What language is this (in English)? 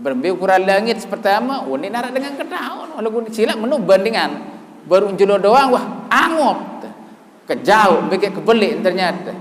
Sasak